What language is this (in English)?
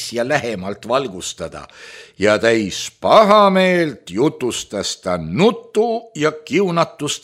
Estonian